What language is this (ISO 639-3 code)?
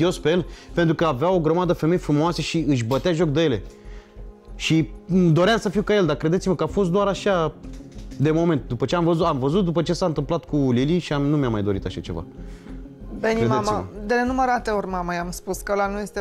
ron